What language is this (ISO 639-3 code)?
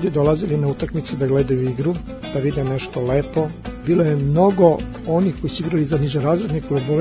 srp